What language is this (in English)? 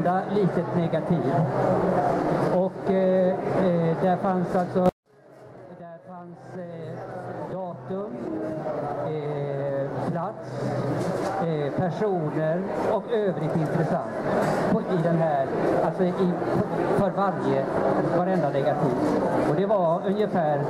Swedish